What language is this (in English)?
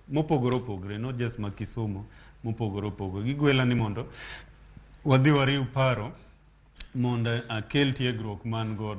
Luo (Kenya and Tanzania)